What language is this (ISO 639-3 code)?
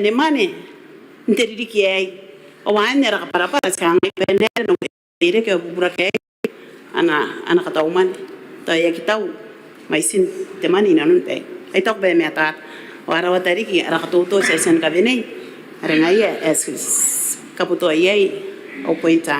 gil